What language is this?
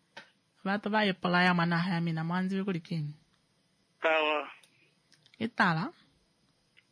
Swahili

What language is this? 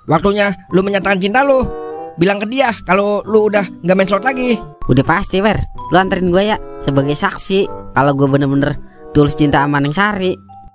Betawi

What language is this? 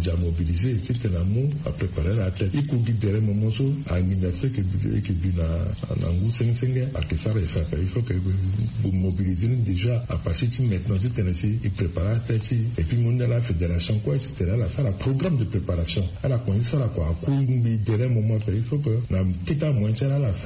Sango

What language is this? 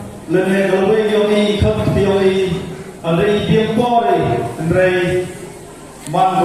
Khasi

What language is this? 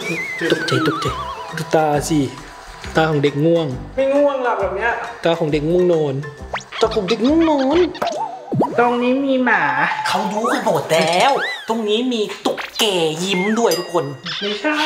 Thai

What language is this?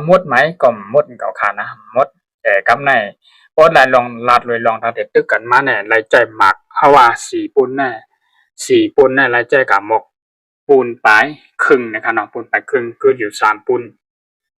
Shan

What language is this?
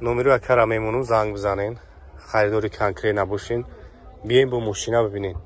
Tajik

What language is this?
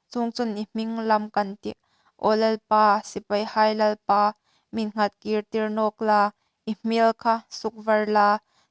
Hmar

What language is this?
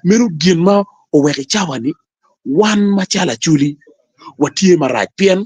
Acoli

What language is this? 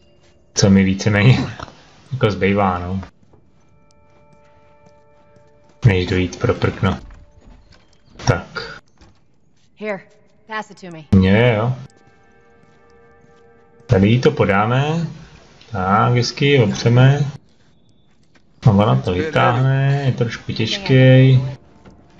Czech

